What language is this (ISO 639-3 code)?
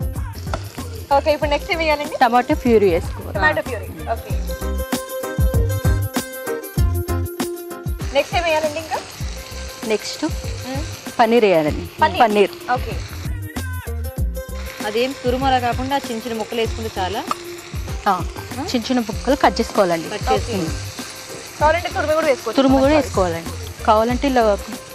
tel